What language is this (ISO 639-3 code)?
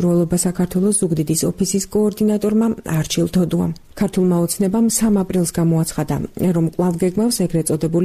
kat